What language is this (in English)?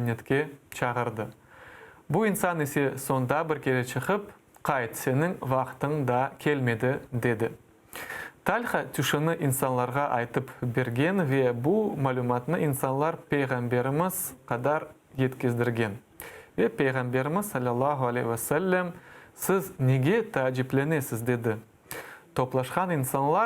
Crimean Tatar